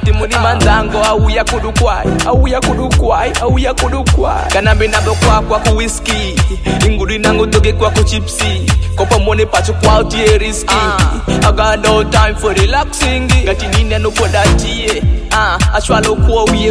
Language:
Swahili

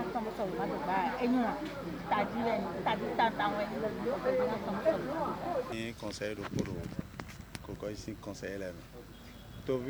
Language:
Fon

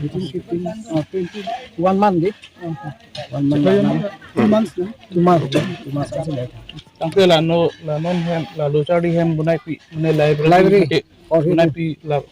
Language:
Karbi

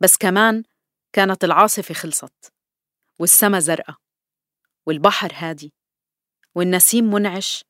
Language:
North Levantine Arabic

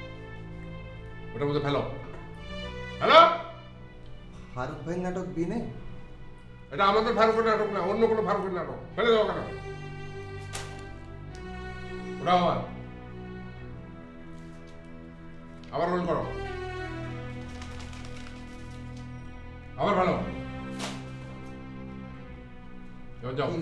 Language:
Bangla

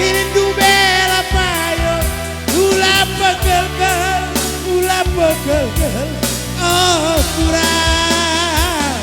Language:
Batak Karo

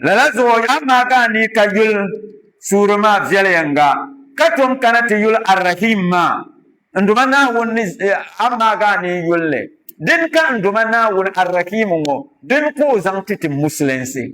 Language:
Dagbani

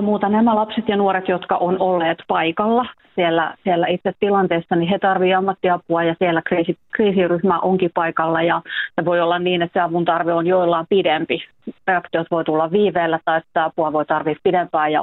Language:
Finnish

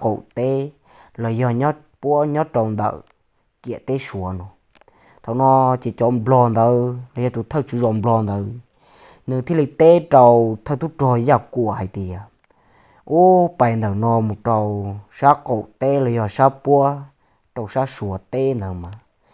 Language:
Hmong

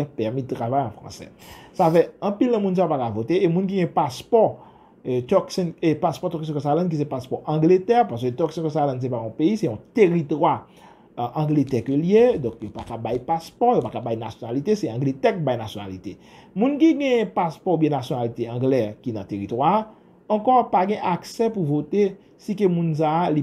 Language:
Haitian Creole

